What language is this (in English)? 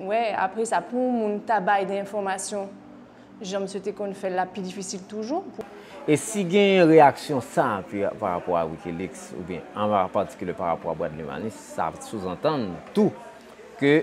Haitian Creole